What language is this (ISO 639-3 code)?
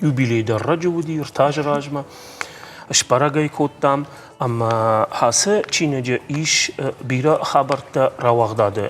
oss